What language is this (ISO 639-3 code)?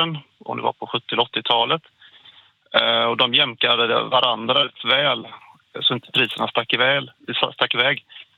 swe